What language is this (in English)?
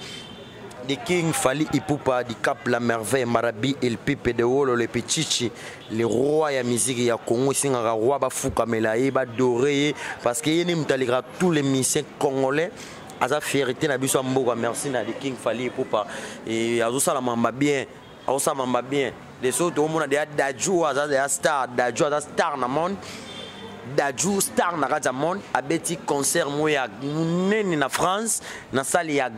Lingala